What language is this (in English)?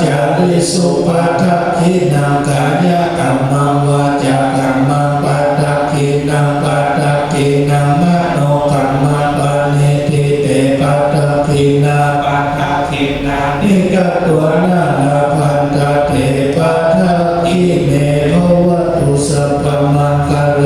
Pali